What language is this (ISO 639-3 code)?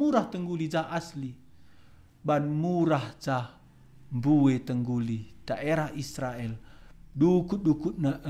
btx